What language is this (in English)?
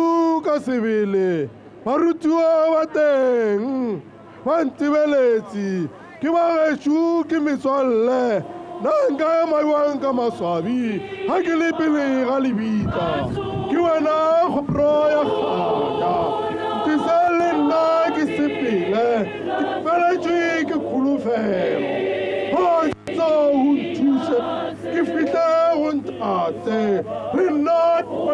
Tswana